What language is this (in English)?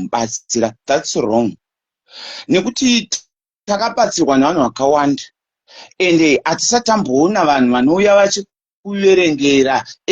Shona